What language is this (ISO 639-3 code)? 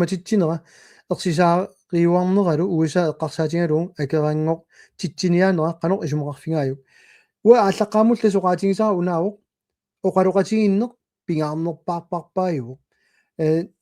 kal